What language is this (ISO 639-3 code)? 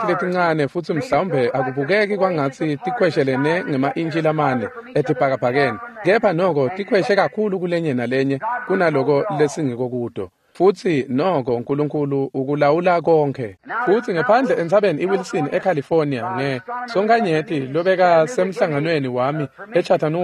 ssw